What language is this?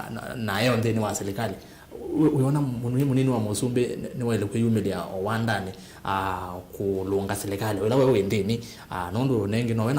Kamba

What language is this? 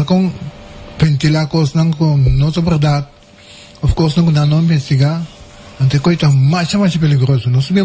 Papiamento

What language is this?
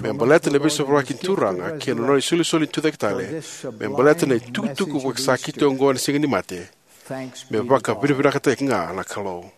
Fijian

